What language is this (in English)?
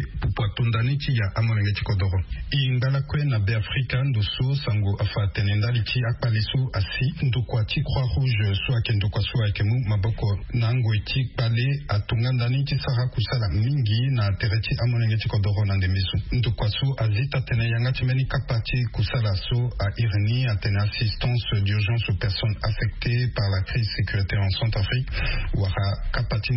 Sango